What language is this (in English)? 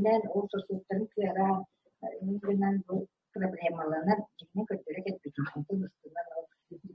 Yakut